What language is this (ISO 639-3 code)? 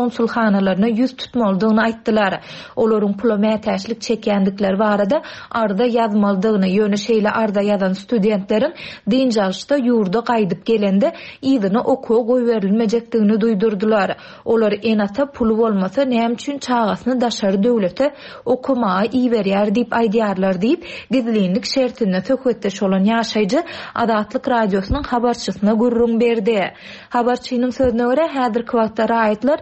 tuk